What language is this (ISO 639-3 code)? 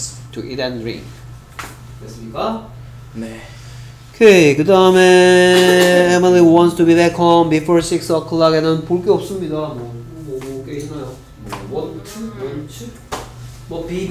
kor